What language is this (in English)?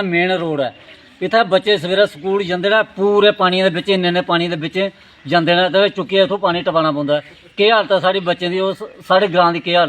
Dogri